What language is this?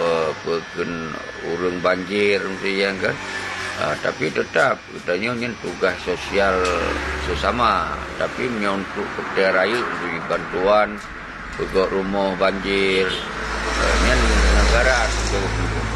Achinese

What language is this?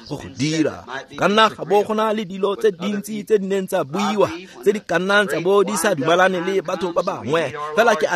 Tswana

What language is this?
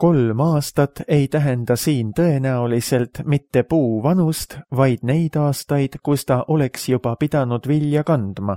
Estonian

